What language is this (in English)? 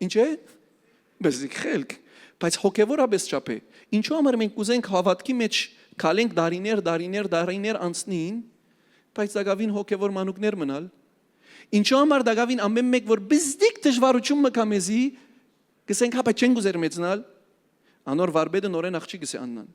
Western Armenian